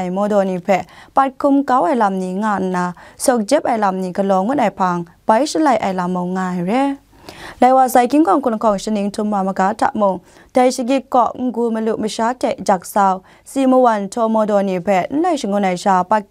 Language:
Kachin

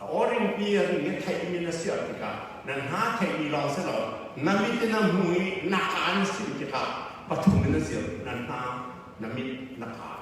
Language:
Falam Chin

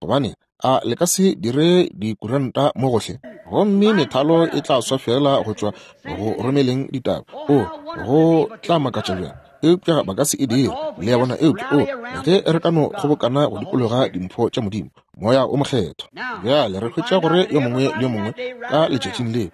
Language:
Northern Sotho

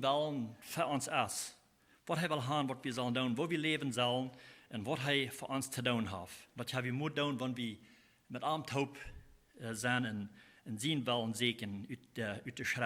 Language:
Plautdietsch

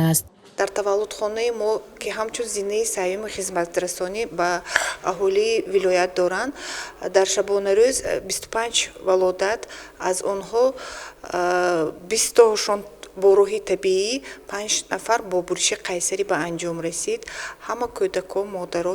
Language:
Tajik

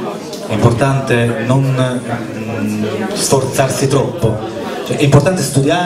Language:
Italian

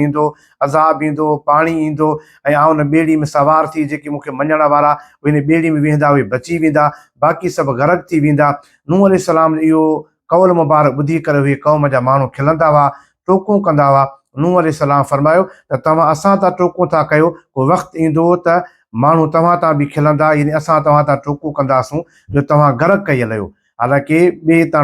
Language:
Sindhi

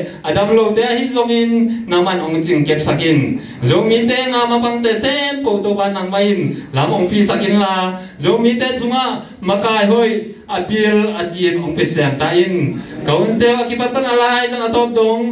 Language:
Tedim Chin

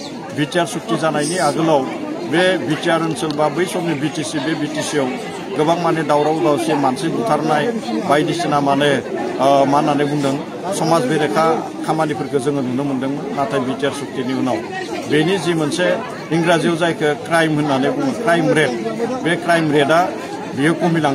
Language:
Bodo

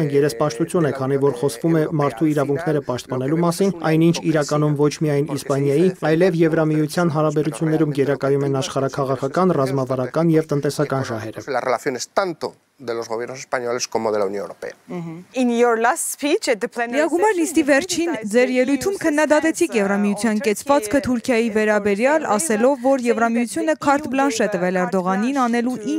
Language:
Armenian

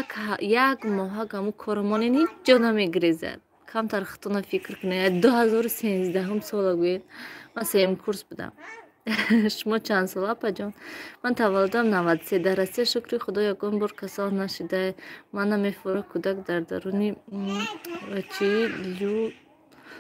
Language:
Tajik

